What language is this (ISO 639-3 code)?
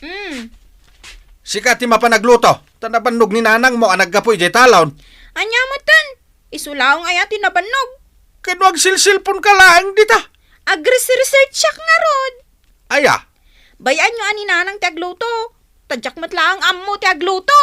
ilo